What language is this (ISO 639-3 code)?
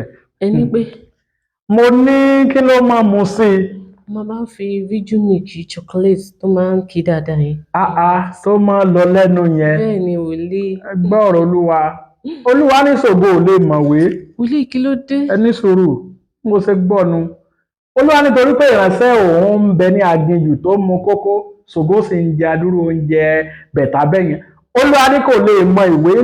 yor